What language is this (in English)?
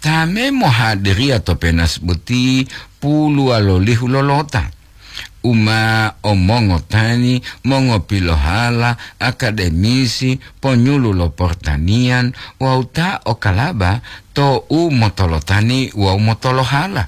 Gorontalo